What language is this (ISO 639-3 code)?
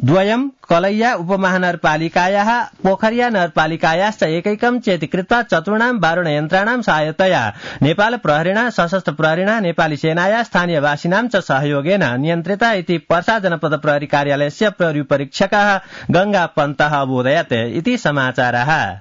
san